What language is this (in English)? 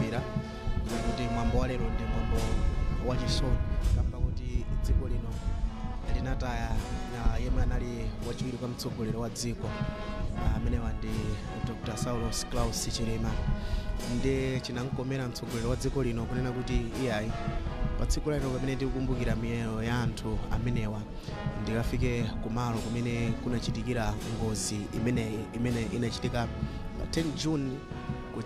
Nyanja